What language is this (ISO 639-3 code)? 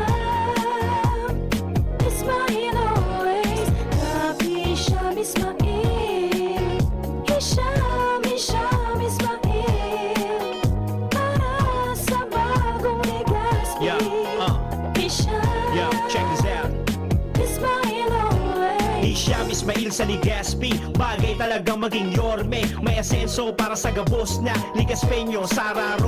bik